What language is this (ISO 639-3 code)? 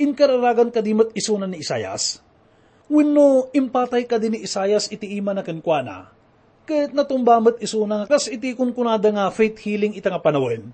ilo